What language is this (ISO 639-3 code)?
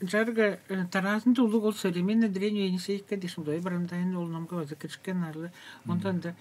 tyv